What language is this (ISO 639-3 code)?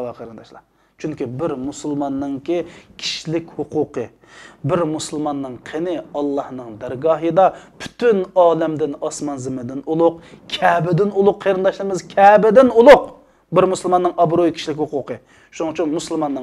uig